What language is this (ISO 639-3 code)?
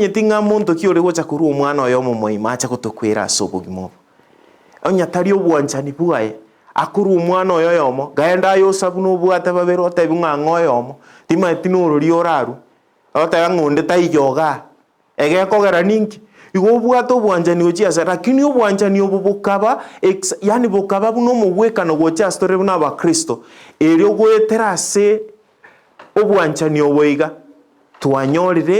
guz